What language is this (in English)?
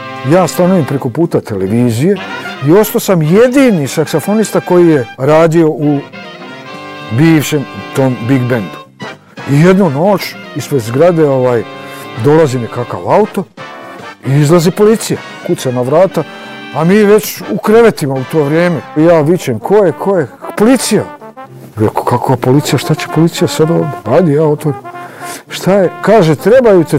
Bosnian